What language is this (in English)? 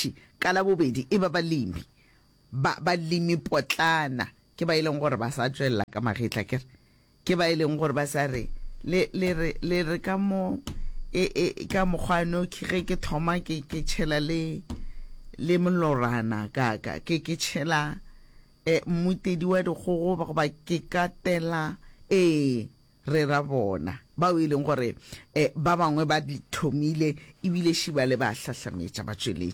Northern Sotho